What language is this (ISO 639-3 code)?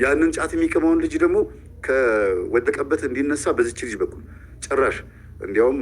amh